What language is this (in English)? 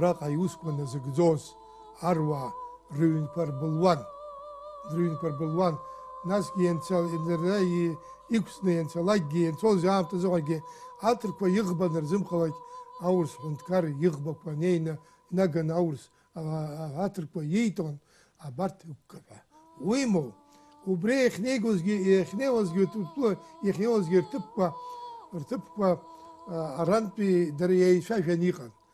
Abkhazian